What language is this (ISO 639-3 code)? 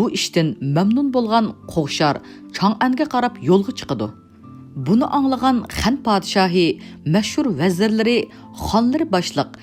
uig